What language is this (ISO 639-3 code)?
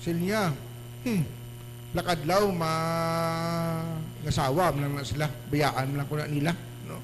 hil